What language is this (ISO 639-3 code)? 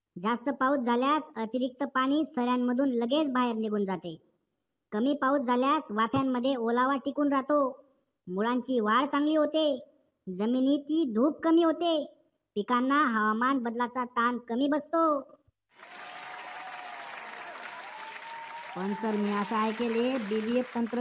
mar